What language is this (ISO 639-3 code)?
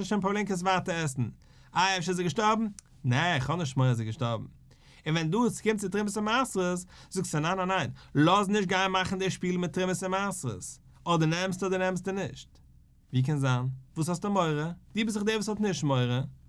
yid